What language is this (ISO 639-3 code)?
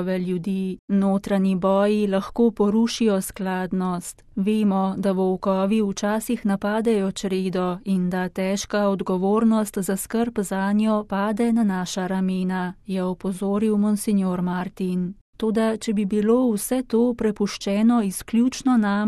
slv